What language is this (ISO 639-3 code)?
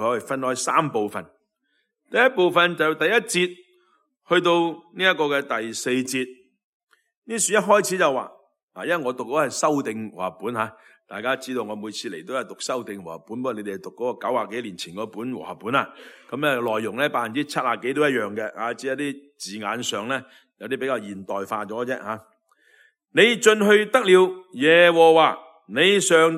yue